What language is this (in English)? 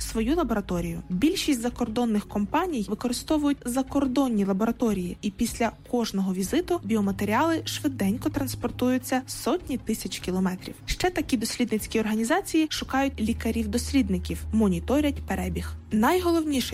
Ukrainian